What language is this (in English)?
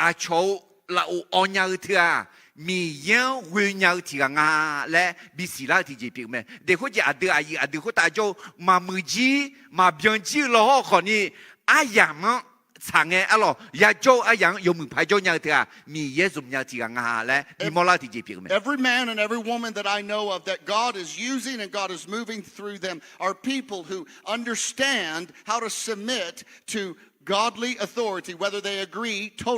Akha